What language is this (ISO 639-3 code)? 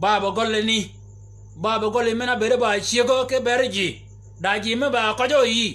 shk